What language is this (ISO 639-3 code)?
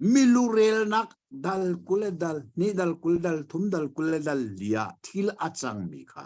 cnh